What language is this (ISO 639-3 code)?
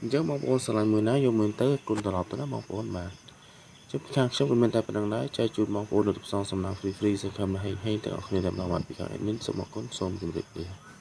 khm